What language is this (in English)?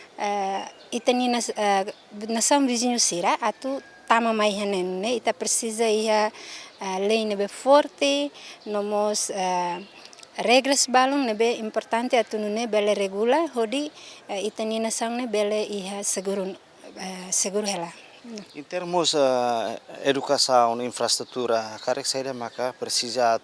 Tetum